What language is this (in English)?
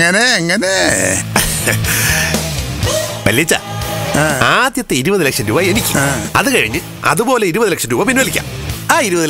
Malayalam